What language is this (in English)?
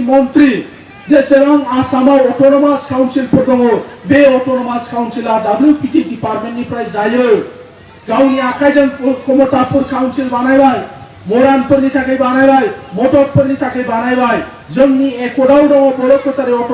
Bodo